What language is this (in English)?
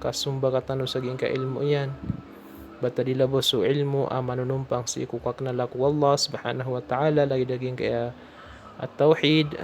Maranao